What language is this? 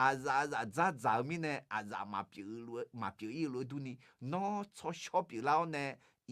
Akha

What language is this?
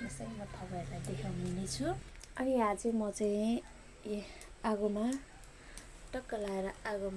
Nepali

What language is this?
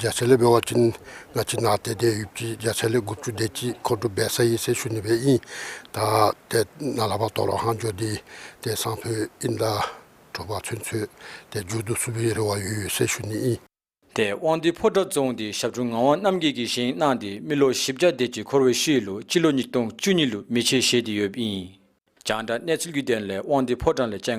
Dzongkha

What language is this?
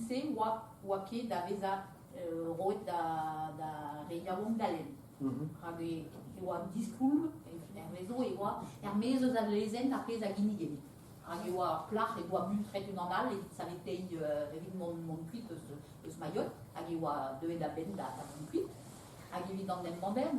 Breton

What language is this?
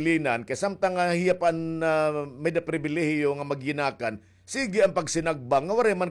Waray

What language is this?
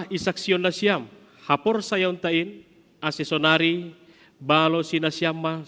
Batak Simalungun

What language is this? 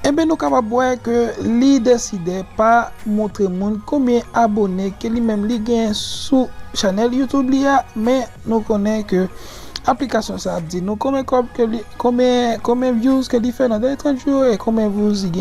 Haitian Creole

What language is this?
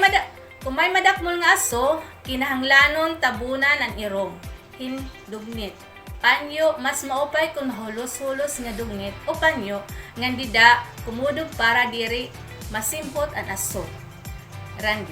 Waray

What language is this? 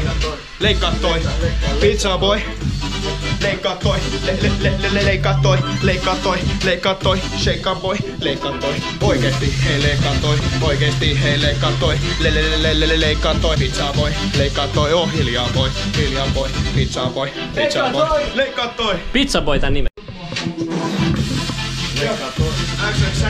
Finnish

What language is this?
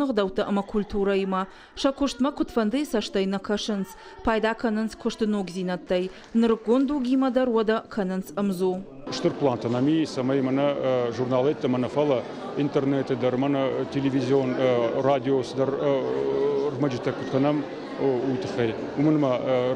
Ossetic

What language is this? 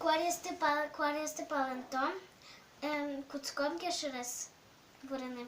Udmurt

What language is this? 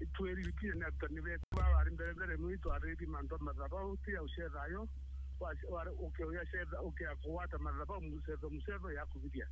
Meru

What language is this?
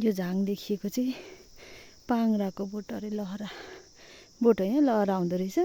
Nepali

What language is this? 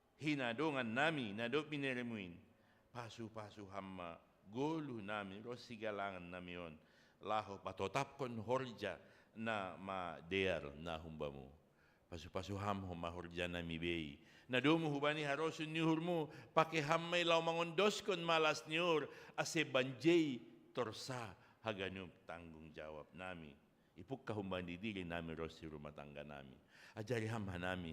Batak Simalungun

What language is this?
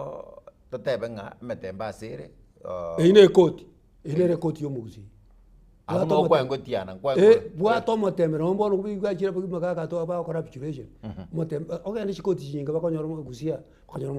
Gusii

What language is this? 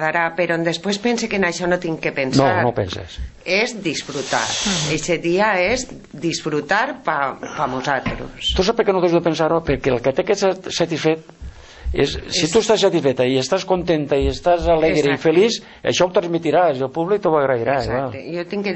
Catalan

